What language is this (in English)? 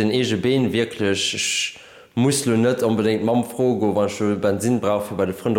Luxembourgish